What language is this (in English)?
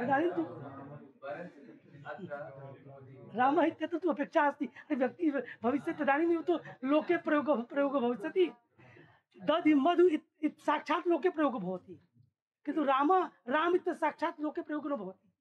Sanskrit